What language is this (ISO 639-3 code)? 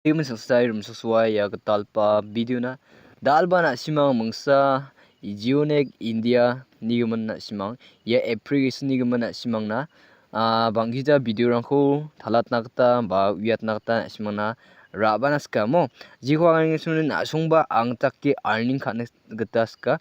grt